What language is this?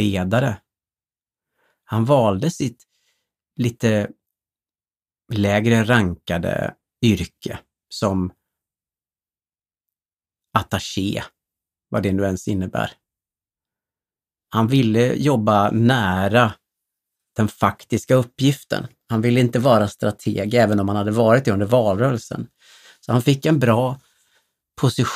Swedish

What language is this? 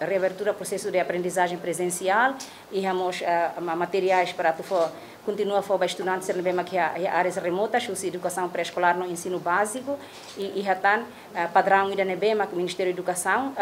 Tetum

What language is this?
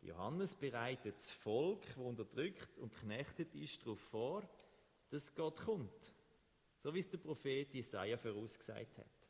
Swiss German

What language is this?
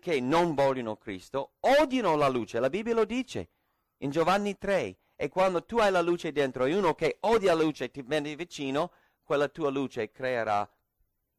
Italian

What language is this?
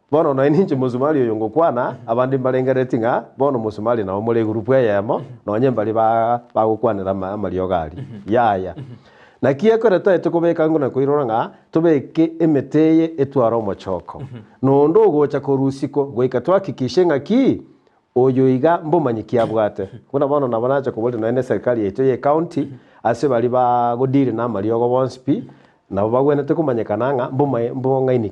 Gusii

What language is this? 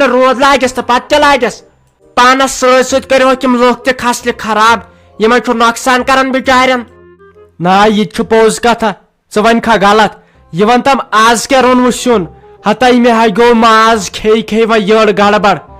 Kashmiri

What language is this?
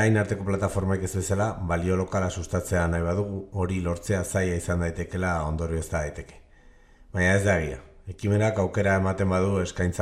Basque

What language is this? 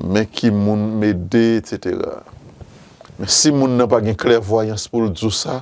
Haitian Creole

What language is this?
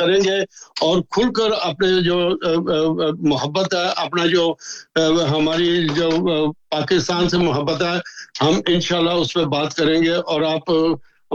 Urdu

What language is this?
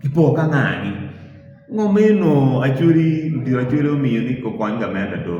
Acoli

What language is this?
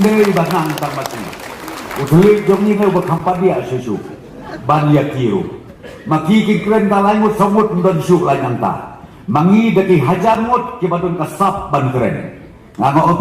Khasi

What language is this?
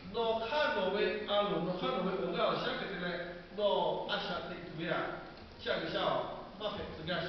Lahu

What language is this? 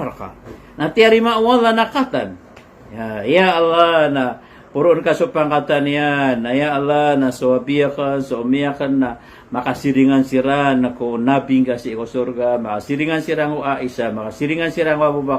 Maranao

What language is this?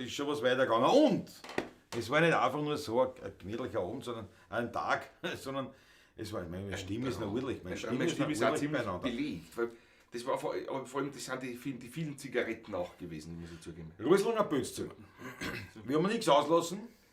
Bavarian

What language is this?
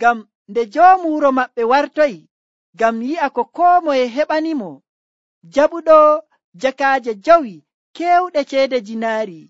Nigerian Fulfulde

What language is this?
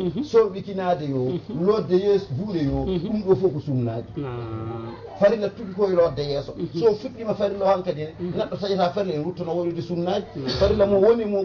Fula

